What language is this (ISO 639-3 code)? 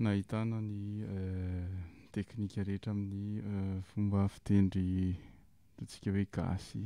mlg